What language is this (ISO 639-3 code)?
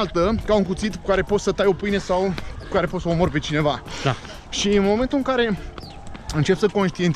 ron